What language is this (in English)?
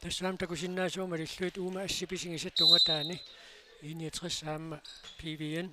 Kalaallisut